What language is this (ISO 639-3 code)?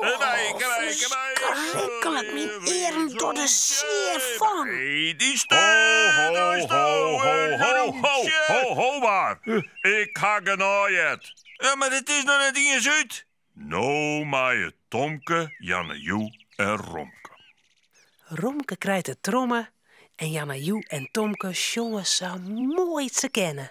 fry